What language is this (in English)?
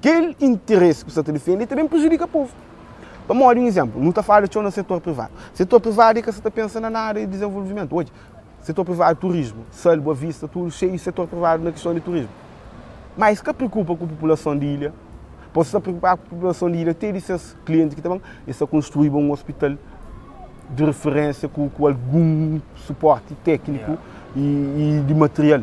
Kabuverdianu